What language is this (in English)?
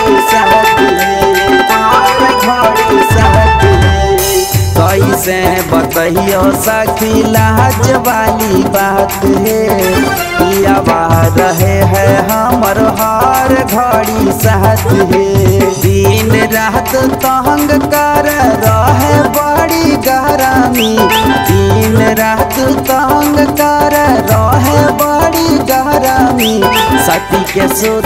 Bhojpuri